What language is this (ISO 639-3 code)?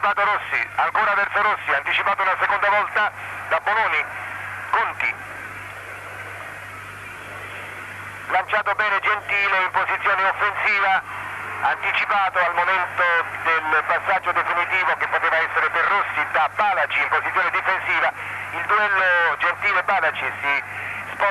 ita